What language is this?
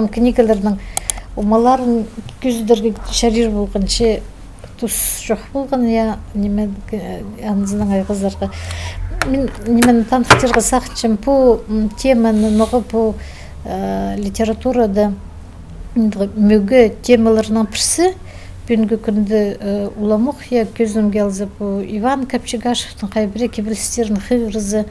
Khakas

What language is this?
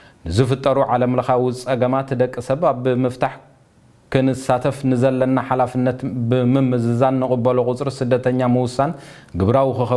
Tigrinya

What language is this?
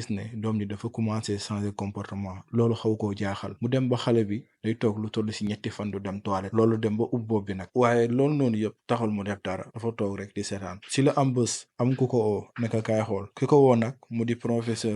Wolof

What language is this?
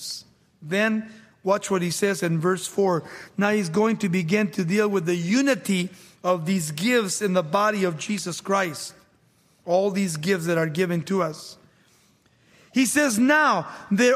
English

